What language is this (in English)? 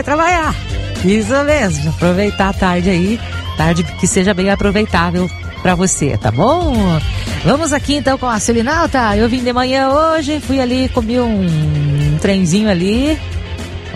Portuguese